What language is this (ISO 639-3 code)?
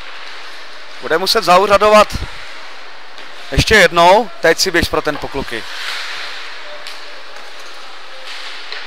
ces